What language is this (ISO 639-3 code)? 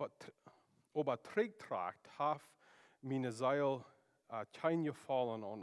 pdt